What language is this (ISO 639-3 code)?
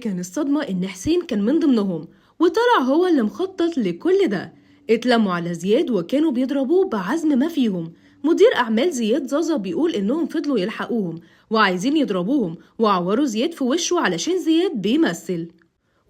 arz